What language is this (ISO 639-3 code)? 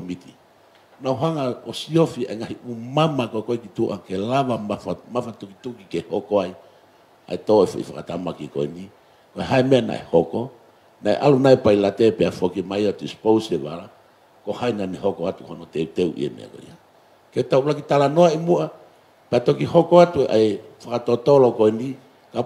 ton